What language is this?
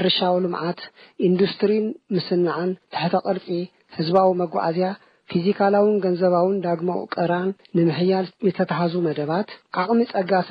Tigrinya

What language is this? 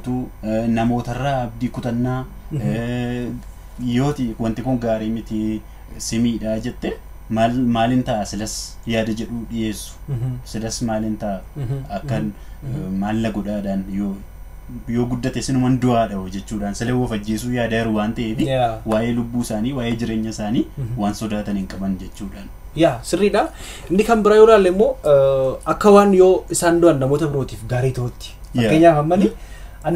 Oromo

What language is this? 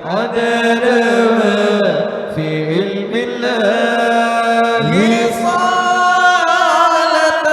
Banjar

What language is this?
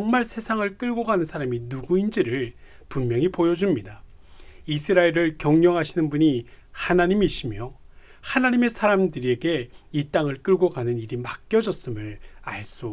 Korean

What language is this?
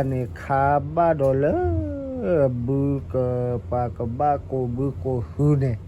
S'gaw Karen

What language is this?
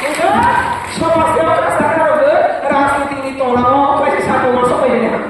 Riang (India)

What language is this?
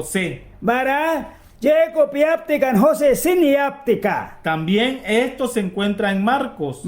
Mískito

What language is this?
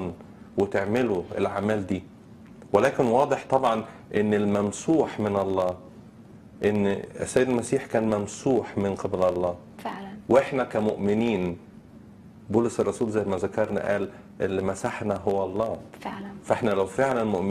Egyptian Arabic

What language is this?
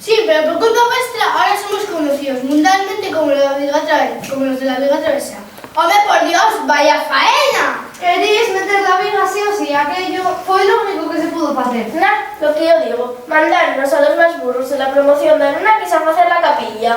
Asturian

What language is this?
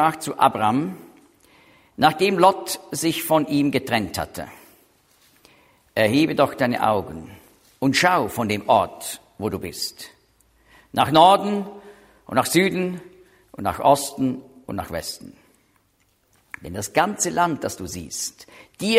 German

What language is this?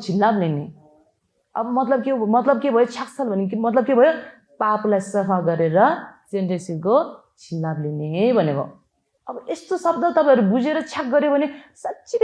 Nepali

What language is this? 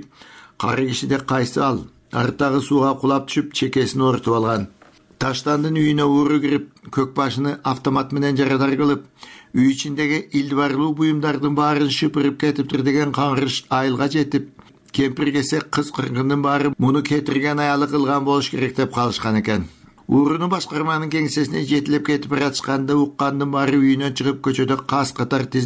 Kyrgyz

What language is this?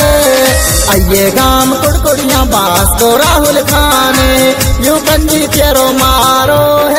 Haryanvi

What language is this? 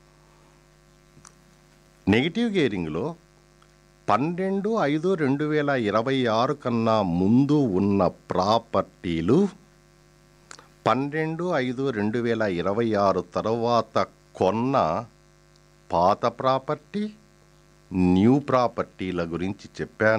Telugu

